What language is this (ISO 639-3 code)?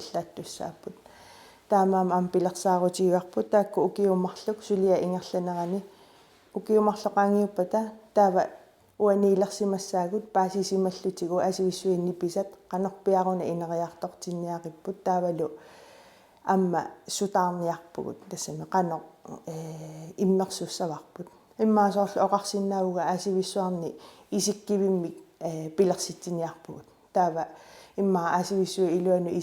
kal